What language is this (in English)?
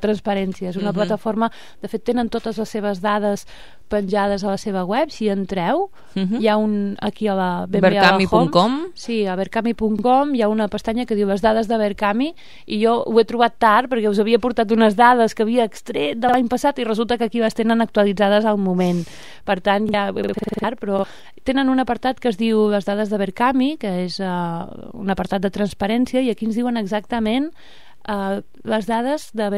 Catalan